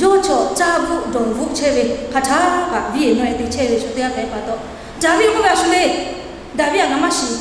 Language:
Lahu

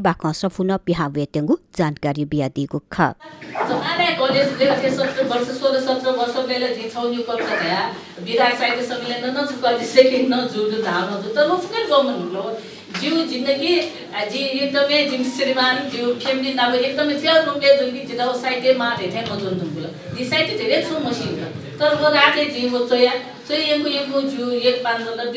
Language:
Newari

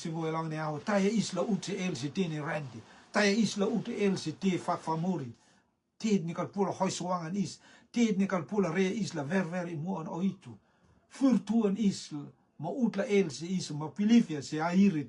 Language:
Rotuman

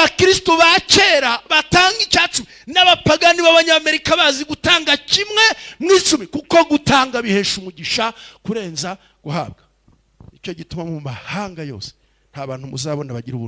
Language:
Kinyarwanda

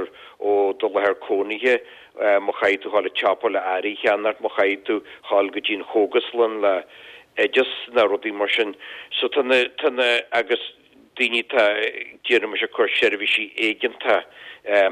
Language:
Irish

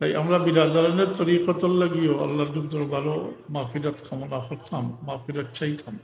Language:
Sylheti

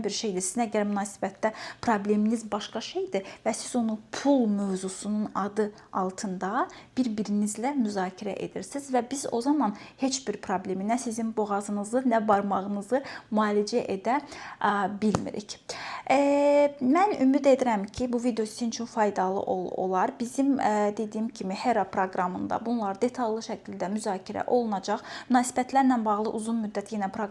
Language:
Azerbaijani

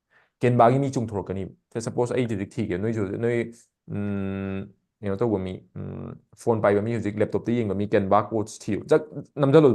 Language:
Manipuri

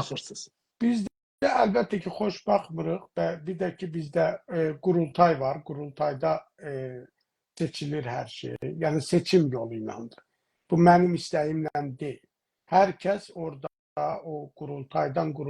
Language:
South Azerbaijani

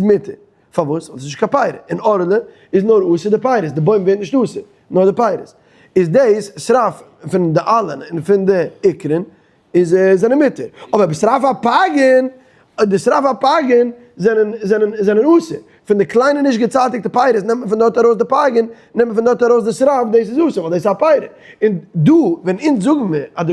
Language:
Yiddish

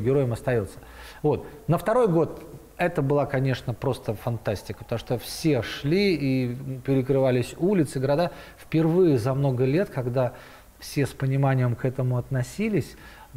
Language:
Russian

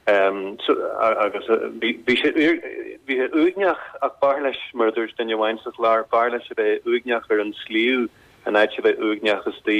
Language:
Irish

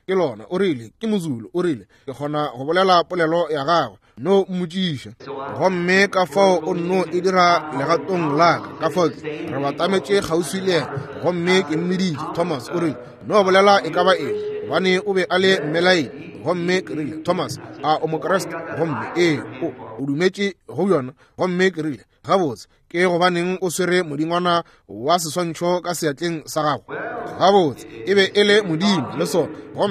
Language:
Northern Sotho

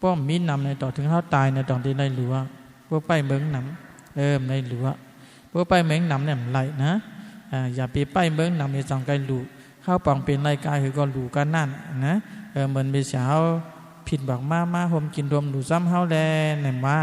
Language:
Shan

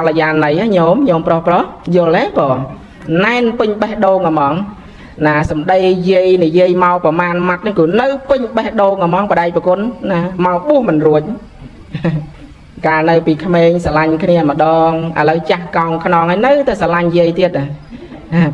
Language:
Khmer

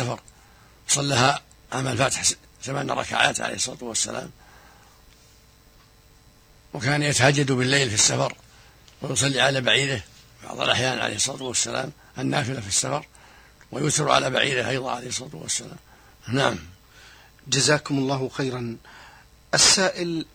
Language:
Arabic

